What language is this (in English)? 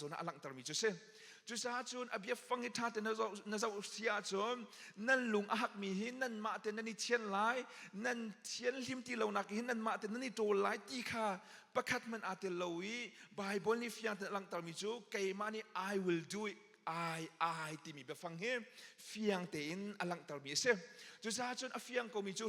Hakha Chin